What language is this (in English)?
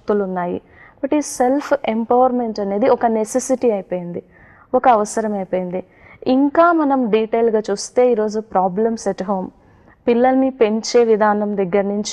Telugu